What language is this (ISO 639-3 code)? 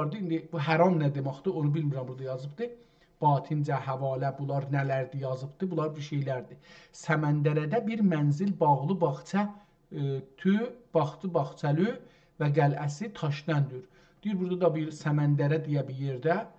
azb